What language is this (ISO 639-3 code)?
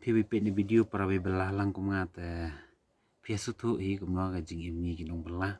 kha